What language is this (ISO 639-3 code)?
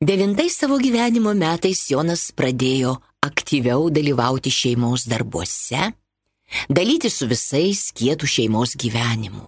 lit